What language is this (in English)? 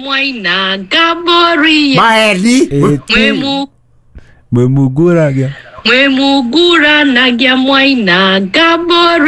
Kikuyu